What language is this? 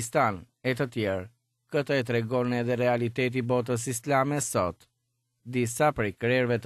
Albanian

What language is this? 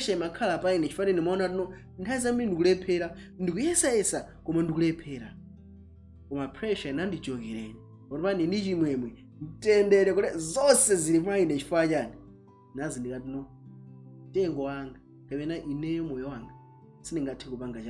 Nyanja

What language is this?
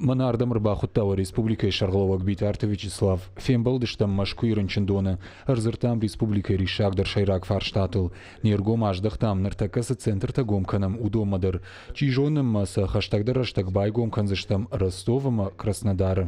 Ossetic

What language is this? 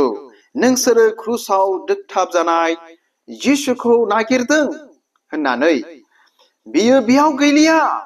Bodo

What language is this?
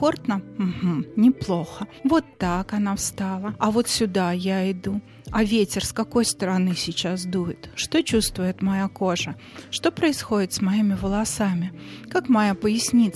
Russian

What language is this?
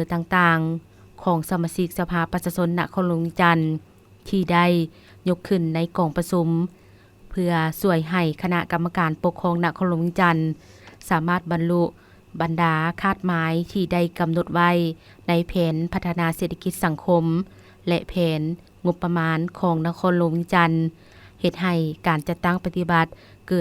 Lao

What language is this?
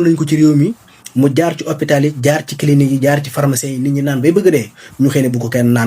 Wolof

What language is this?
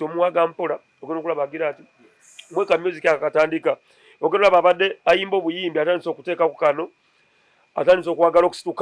Ganda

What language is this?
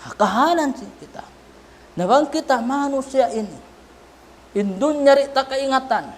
Tausug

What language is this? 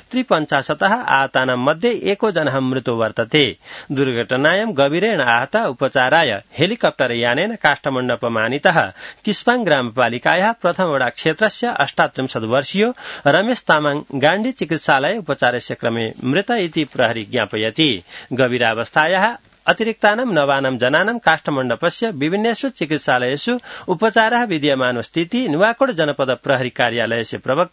Sanskrit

